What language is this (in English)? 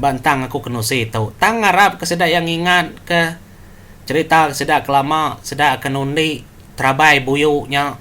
Iban